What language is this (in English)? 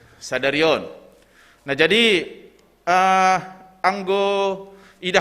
Batak Simalungun